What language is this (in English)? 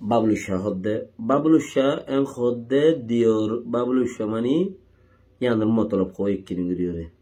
Rohingya